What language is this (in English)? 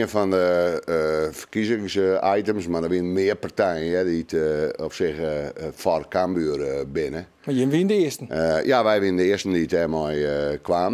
Western Frisian